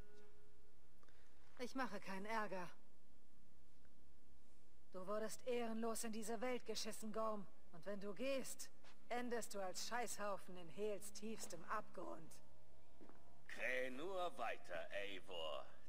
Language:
German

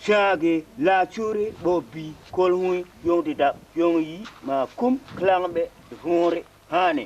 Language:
Tupuri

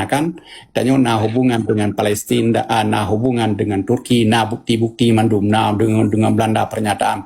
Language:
Achinese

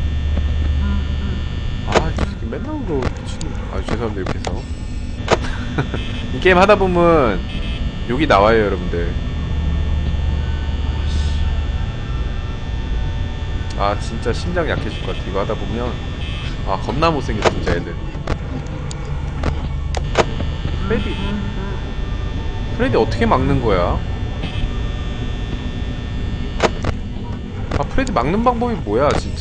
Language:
Korean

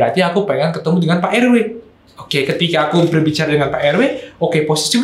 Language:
Indonesian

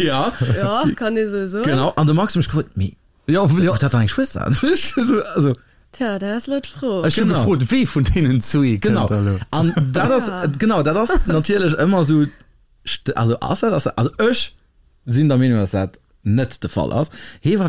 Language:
Luxembourgish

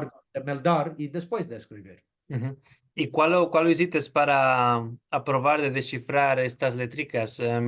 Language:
Ladino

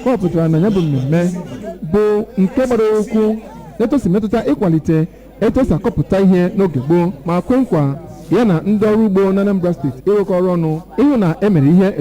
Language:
Igbo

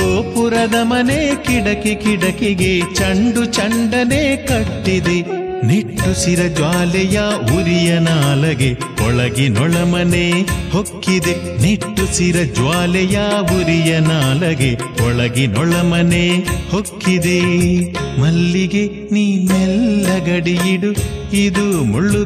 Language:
Kannada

